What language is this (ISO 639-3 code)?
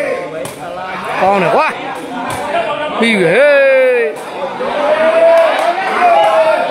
mya